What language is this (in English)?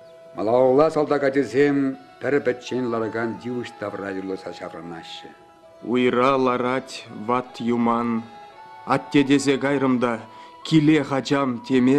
Chuvash